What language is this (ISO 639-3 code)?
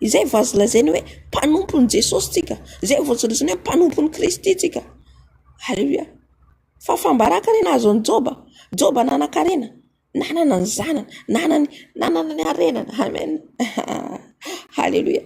mlg